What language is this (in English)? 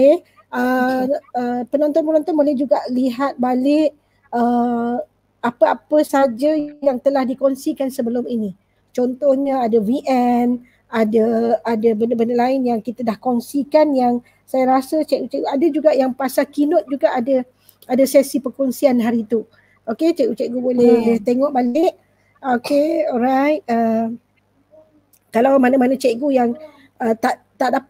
Malay